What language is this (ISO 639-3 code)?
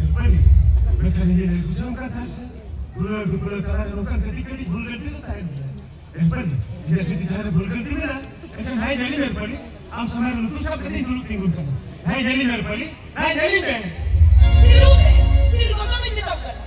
sat